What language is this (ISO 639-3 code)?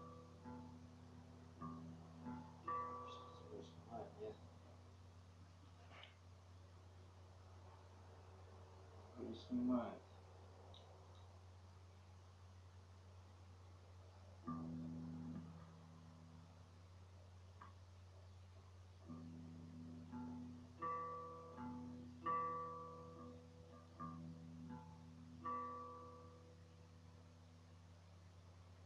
rus